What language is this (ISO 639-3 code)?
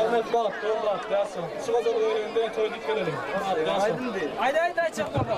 tuk